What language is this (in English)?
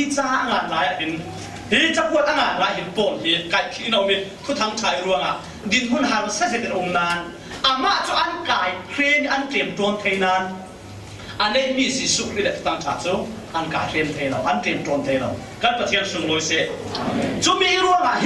Falam Chin